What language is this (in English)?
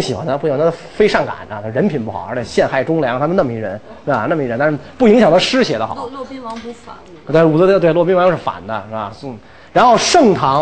Chinese